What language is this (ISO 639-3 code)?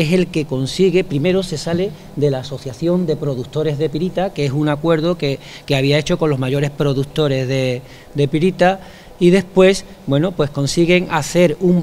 spa